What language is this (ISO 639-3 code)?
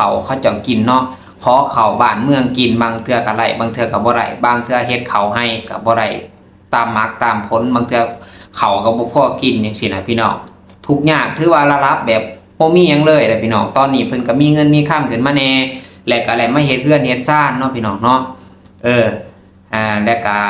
lao